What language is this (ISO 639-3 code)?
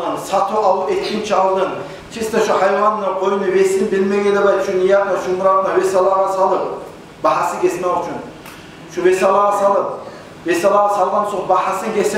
kum